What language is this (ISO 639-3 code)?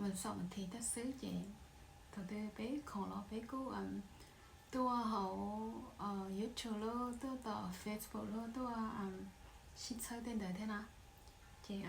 hmn